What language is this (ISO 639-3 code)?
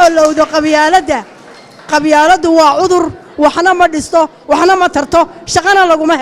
som